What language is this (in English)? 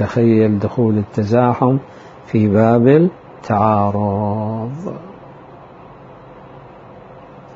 Arabic